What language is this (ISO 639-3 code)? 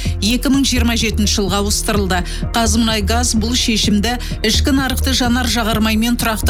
kaz